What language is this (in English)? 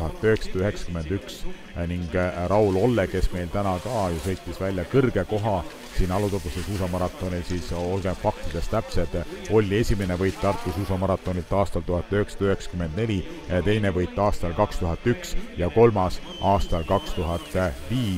Estonian